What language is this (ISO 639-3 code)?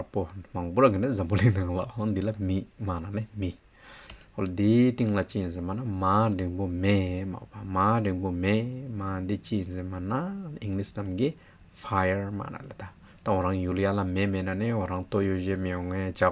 scp